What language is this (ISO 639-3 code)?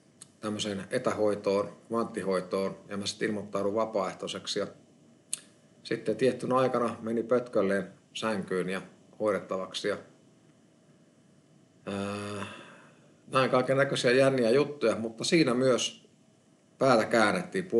fin